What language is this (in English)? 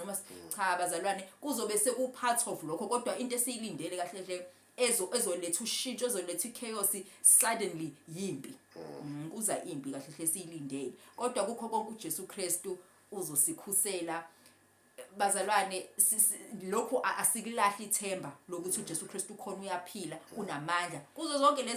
Zulu